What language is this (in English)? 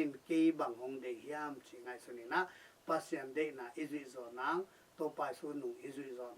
Tedim Chin